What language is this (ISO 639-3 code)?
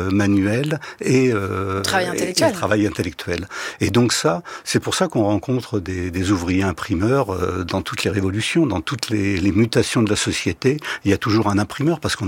fra